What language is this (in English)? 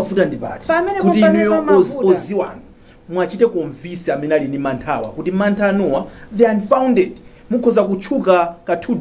Nyanja